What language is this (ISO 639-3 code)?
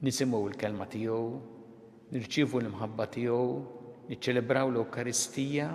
mlt